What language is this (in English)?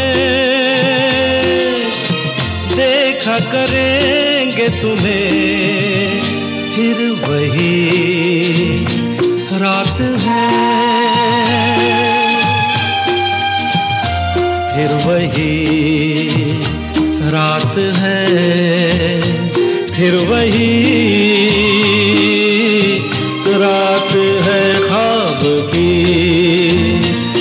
Hindi